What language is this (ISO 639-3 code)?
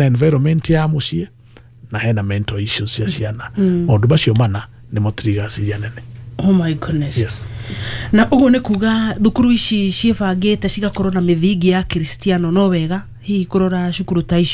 kik